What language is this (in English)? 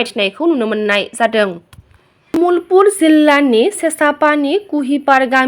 Bodo